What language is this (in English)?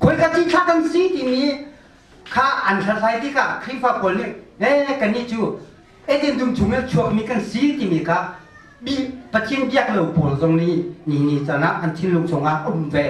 Hakha Chin